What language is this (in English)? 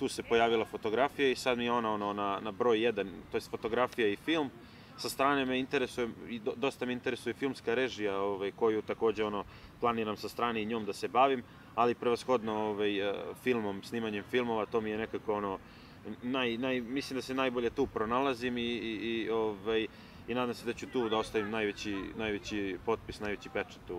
Serbian